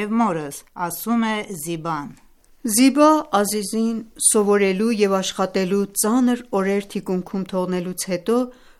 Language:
Armenian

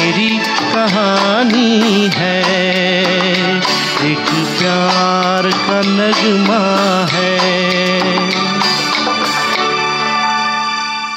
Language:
Hindi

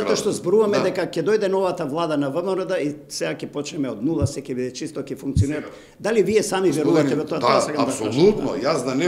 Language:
Macedonian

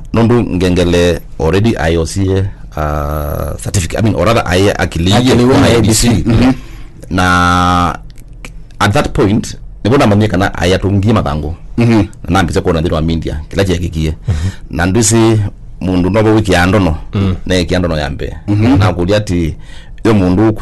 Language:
Kamba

